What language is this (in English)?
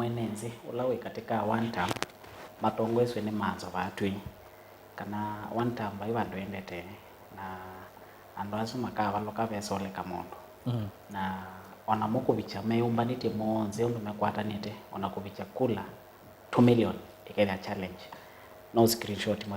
Kamba